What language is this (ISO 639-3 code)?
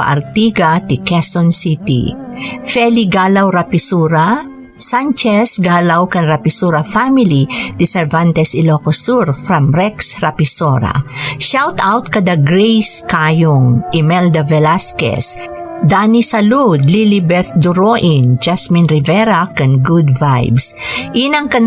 ilo